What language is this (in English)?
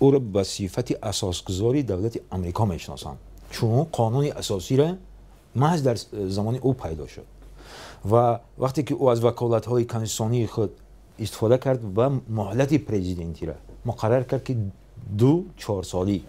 Tajik